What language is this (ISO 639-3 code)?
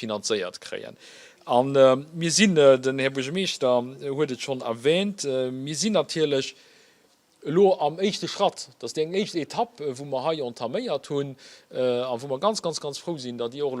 ltz